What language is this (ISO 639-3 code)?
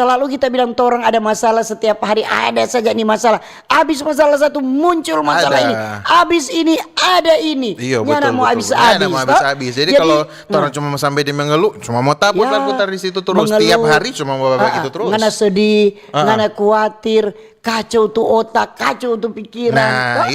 xmm